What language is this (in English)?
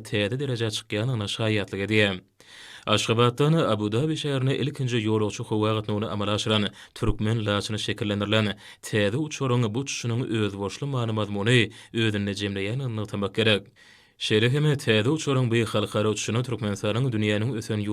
Turkmen